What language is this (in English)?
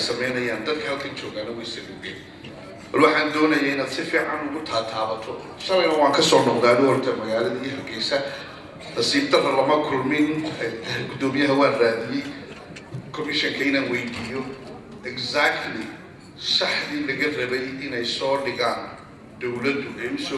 Somali